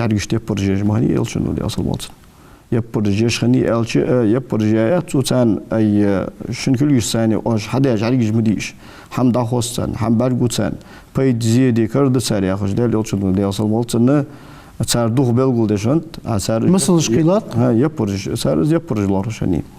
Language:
Ingush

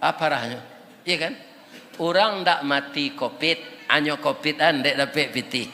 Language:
Minangkabau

